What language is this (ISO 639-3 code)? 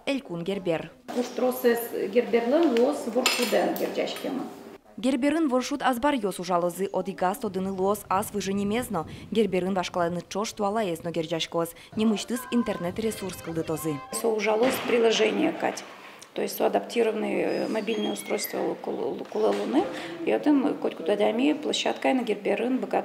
udm